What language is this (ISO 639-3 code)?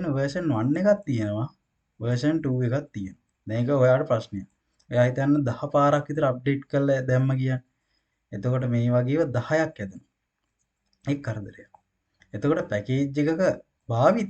sin